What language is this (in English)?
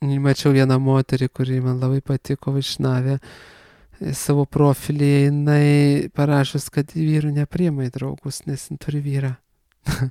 Lithuanian